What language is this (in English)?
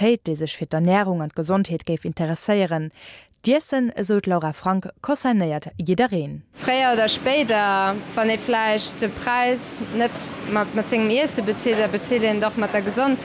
Luxembourgish